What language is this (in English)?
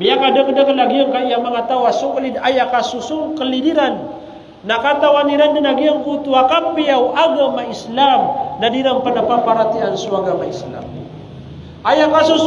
Maranao